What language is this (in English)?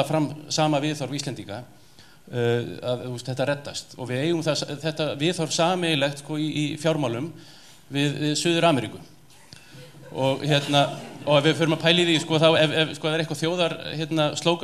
Icelandic